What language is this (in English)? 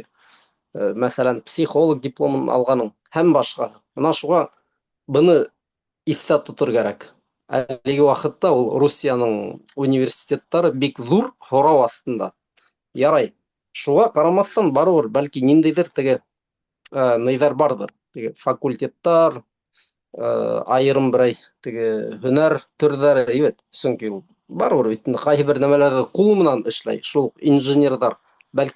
Bashkir